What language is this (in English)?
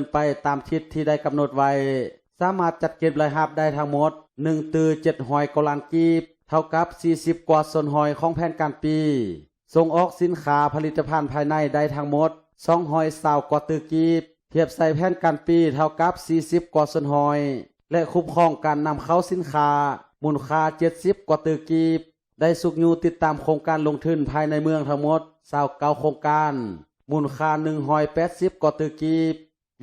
Lao